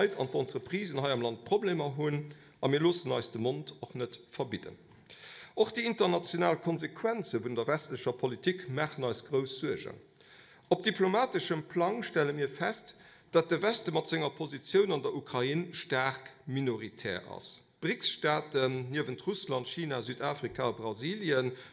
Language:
Luxembourgish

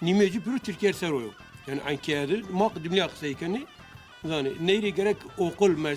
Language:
Zaza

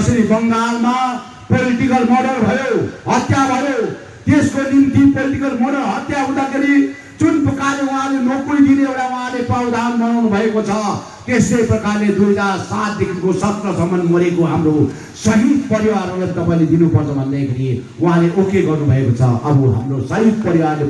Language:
Nepali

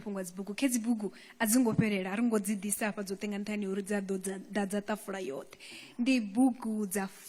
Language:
Venda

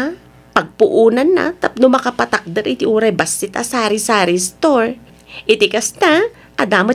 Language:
Iloko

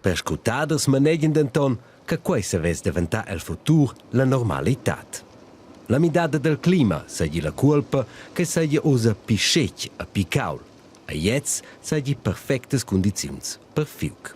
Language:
Romansh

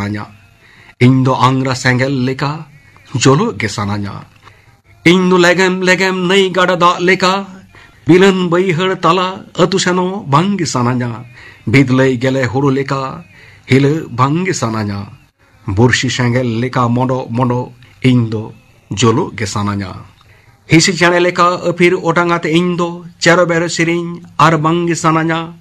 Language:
Santali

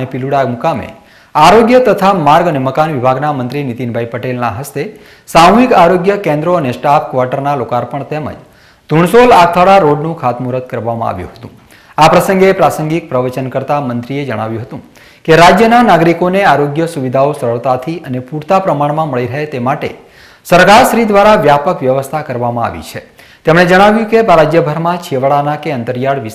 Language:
Gujarati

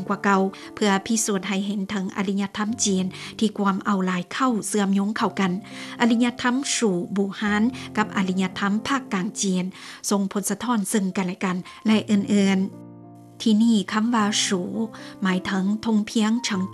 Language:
Lao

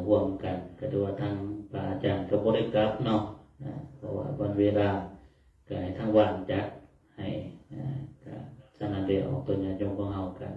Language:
Pali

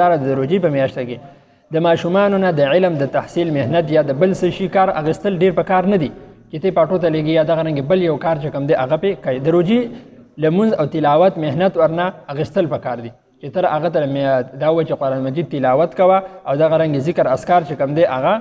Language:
Pashto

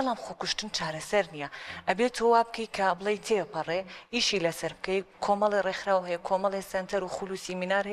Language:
Central Kurdish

